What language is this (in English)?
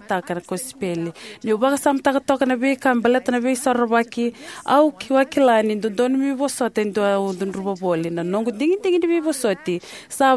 Fijian